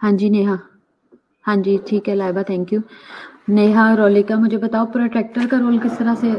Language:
Hindi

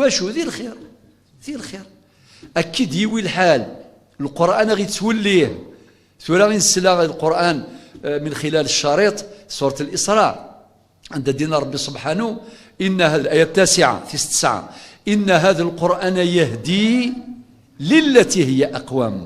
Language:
Kabyle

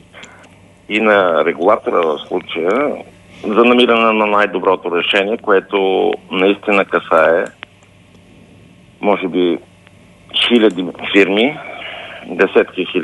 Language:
Bulgarian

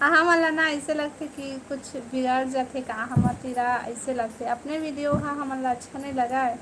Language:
Chhattisgarhi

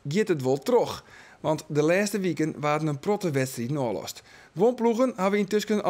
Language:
Western Frisian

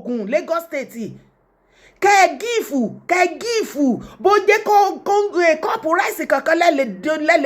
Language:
Yoruba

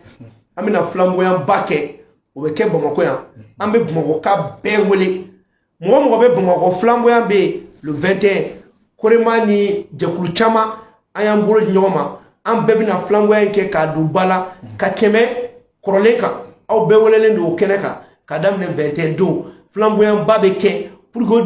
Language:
Bambara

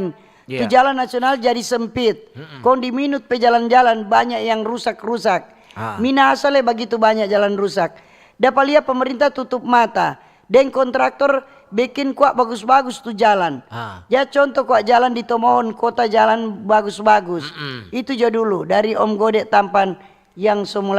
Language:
Manado Malay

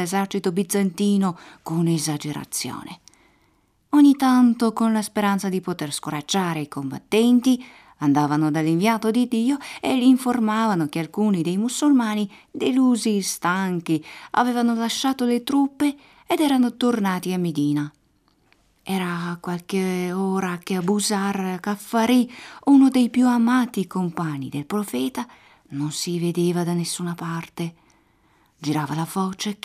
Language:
Italian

